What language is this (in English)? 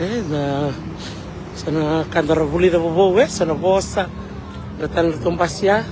Fijian